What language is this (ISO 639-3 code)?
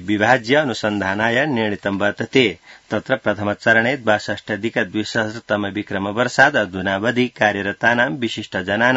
san